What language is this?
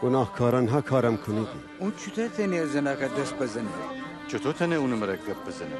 Gilaki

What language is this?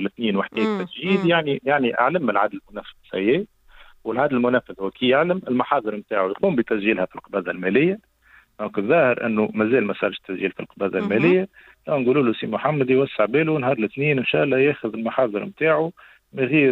Tunisian Arabic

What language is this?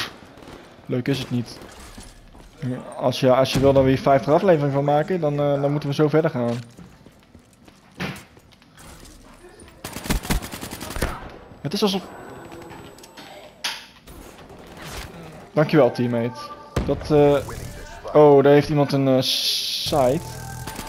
Dutch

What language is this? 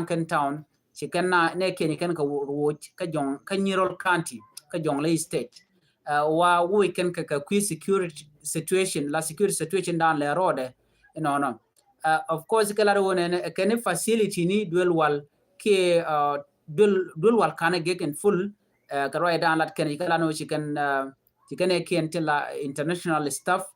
Nuer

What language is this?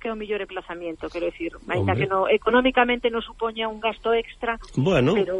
Galician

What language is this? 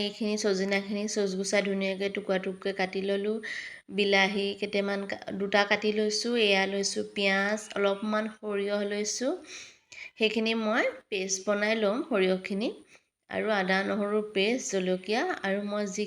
Assamese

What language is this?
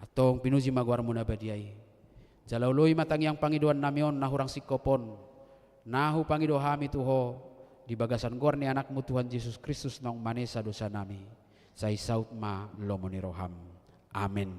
Batak Toba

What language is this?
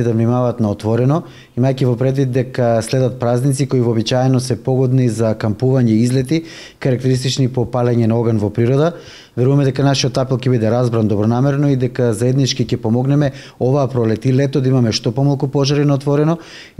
Macedonian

